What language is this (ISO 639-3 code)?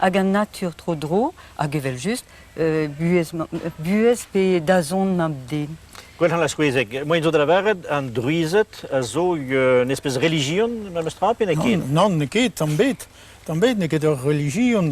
bre